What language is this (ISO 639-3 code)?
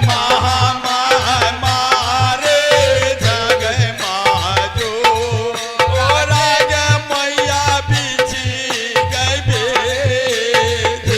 mai